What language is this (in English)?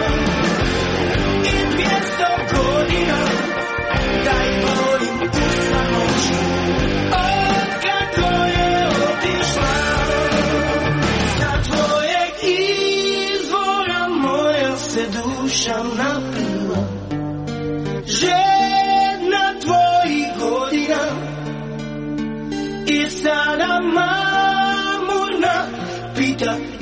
Croatian